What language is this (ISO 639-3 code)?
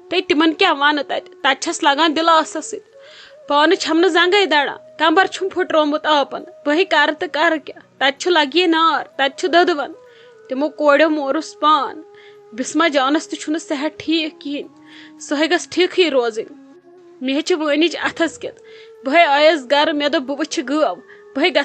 kas